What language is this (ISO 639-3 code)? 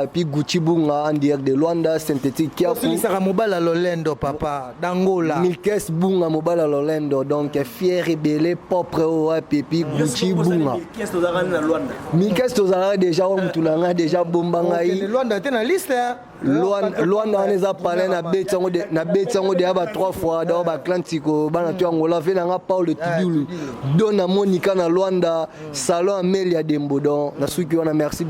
lin